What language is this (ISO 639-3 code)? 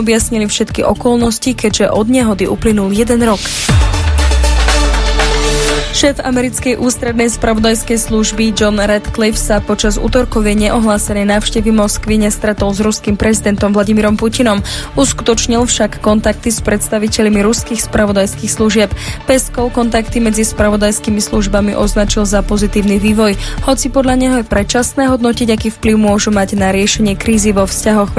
slk